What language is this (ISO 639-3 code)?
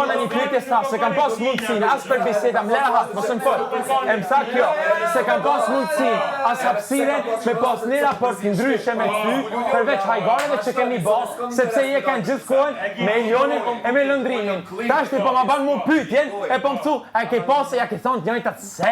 sqi